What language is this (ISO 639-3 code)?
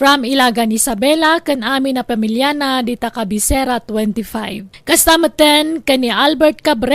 ilo